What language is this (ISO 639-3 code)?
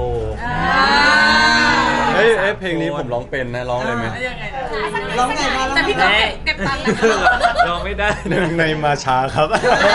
tha